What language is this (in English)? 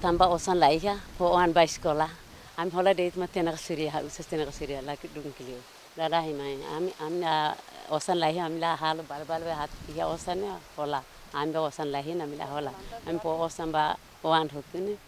Tetum